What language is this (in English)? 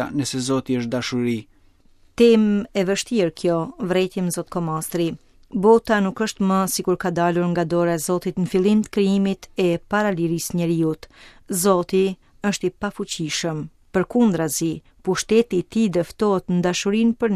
Albanian